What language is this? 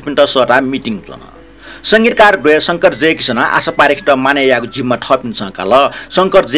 Newari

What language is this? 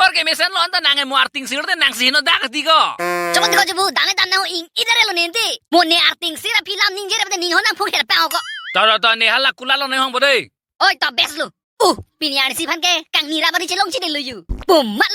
Karbi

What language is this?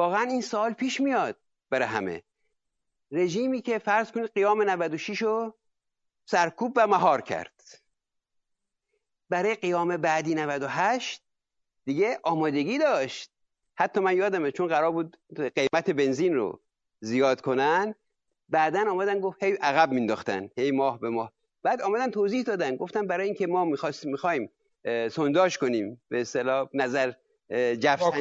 Persian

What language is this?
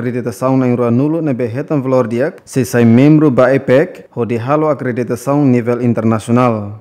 Tetum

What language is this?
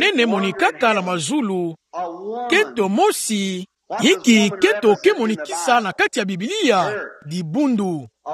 Kituba (Democratic Republic of Congo)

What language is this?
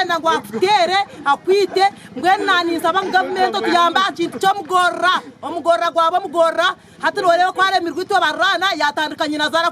Nyankole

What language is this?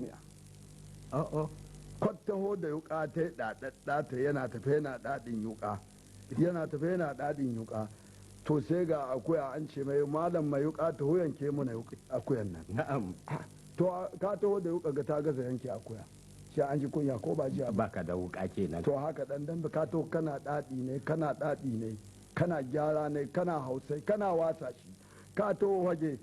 Hausa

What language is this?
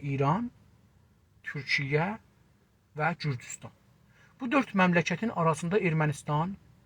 South Azerbaijani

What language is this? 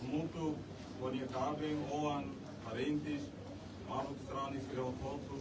Tetum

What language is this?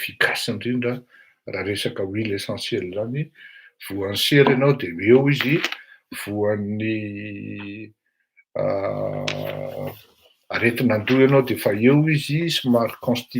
Malagasy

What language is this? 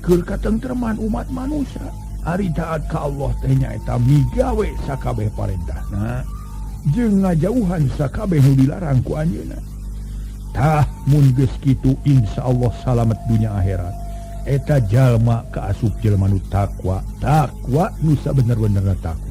Sundanese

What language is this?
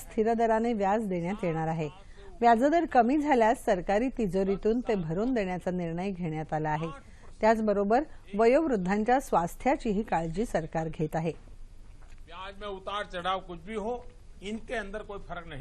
Marathi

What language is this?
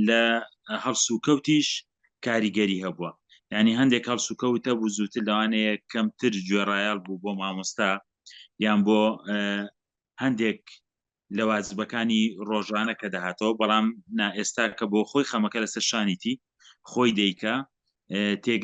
Central Kurdish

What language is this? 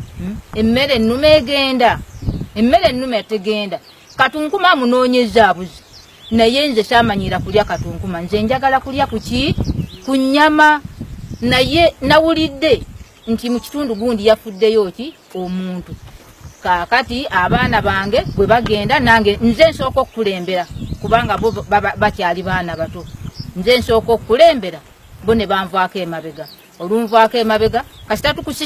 Ganda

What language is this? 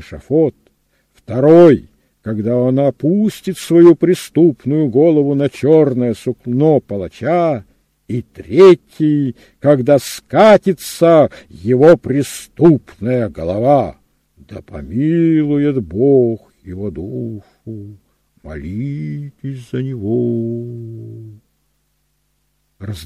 Russian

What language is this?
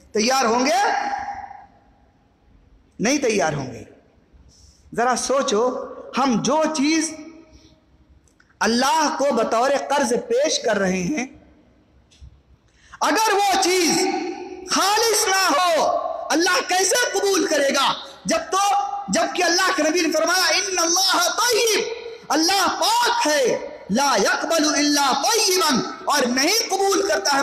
Urdu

